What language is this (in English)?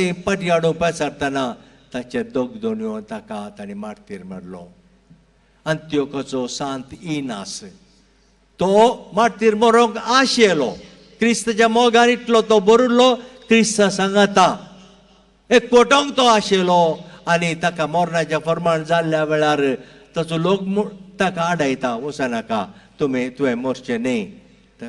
Konkani